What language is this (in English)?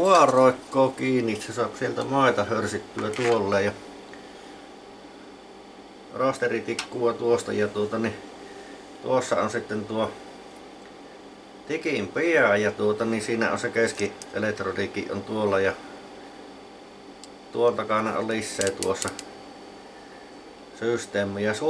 Finnish